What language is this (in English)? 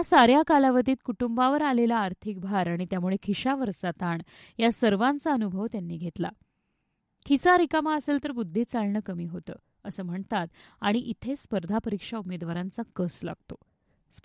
Marathi